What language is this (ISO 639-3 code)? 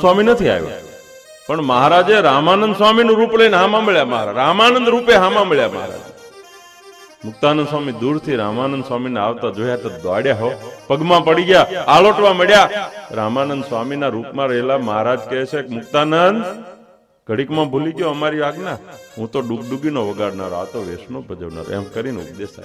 guj